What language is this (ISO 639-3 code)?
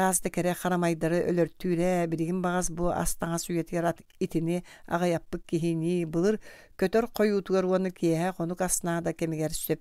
sah